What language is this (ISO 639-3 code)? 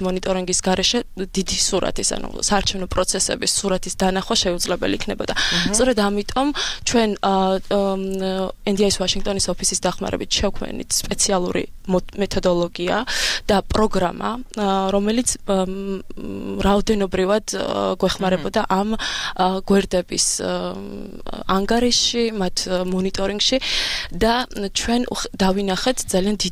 kat